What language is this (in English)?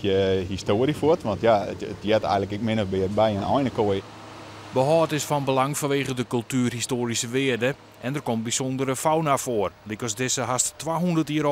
Western Frisian